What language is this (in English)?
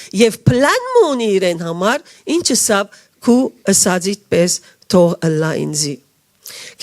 Western Armenian